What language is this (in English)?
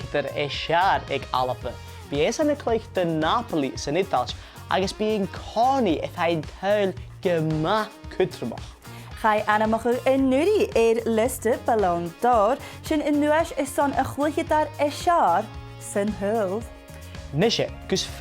Scottish Gaelic